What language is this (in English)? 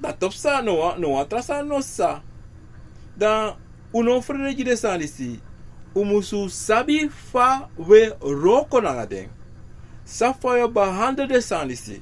Sranan Tongo